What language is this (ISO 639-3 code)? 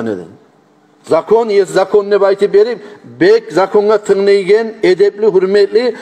kum